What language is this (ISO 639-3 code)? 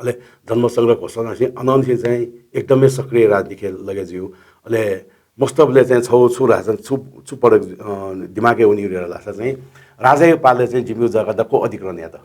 new